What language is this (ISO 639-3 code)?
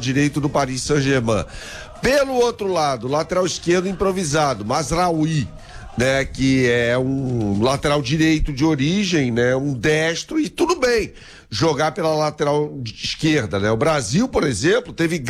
por